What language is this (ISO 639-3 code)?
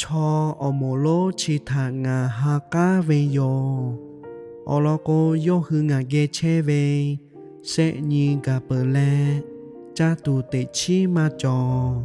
lhu